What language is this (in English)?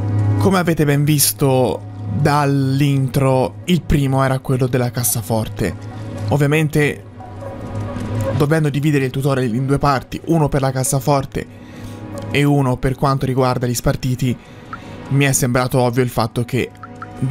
Italian